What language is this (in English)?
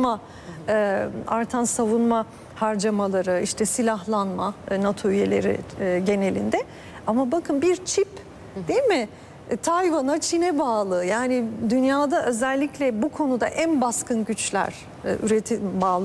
Turkish